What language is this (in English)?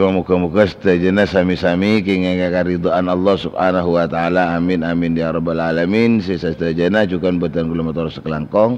Madurese